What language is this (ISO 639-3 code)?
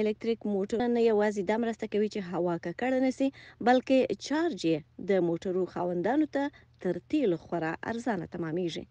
pus